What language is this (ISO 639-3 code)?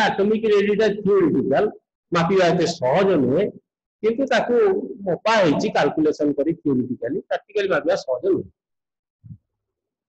ori